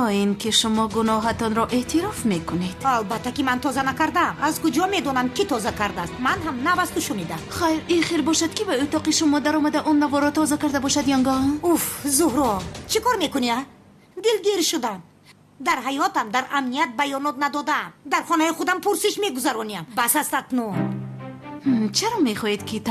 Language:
Tajik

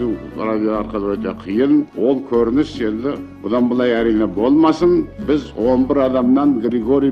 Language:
Kazakh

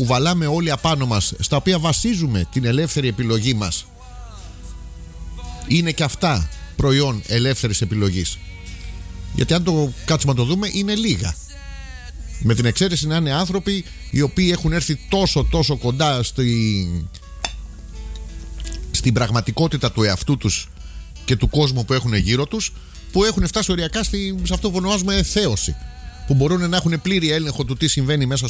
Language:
Greek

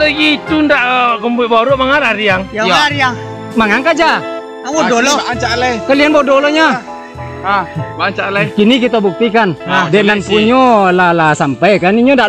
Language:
Minangkabau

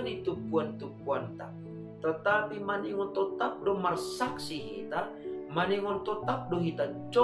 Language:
Batak Simalungun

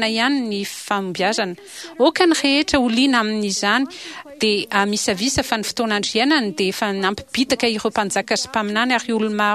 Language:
Malagasy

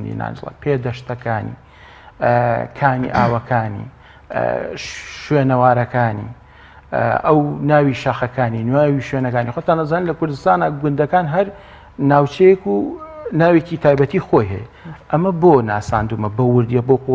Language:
Central Kurdish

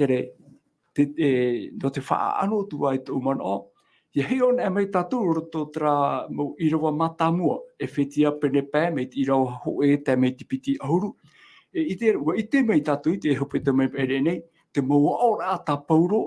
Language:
Tahitian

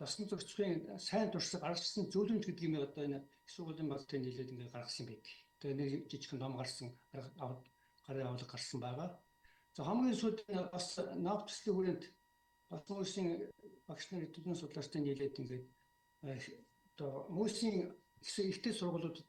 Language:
Mongolian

